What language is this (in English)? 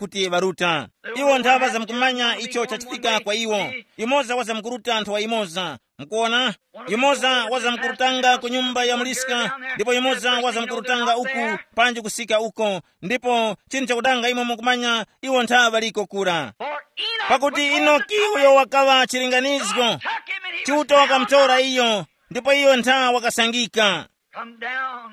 Tumbuka